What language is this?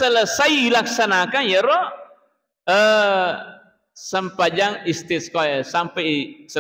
Buginese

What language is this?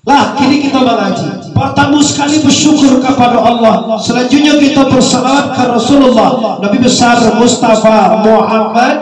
Minangkabau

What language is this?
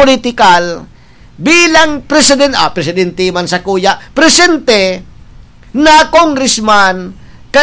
Bikol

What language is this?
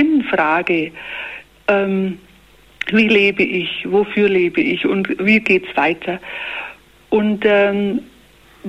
German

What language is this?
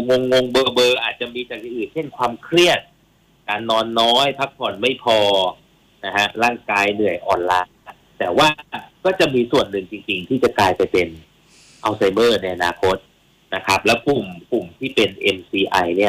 Thai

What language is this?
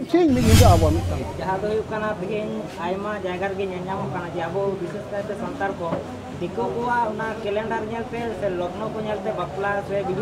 Santali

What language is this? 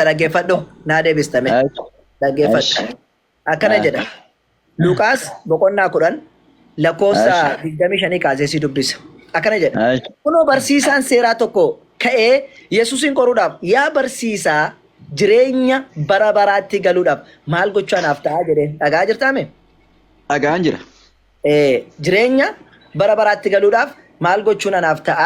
Oromo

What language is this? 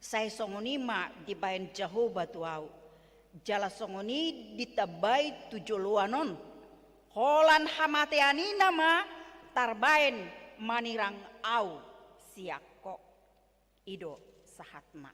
Batak Toba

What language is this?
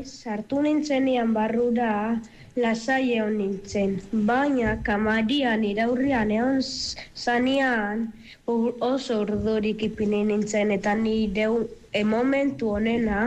Basque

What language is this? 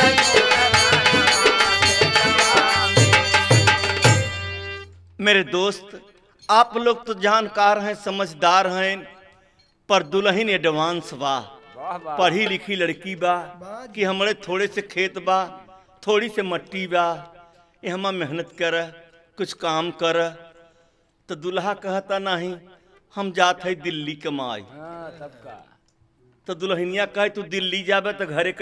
Bhojpuri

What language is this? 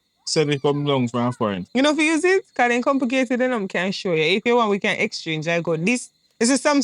Jamaican Creole English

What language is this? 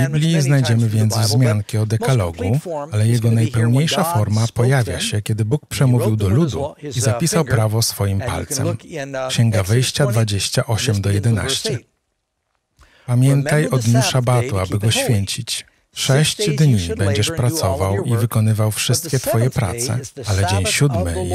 Polish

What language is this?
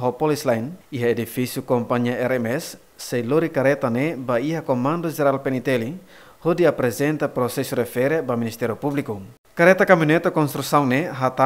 Tetum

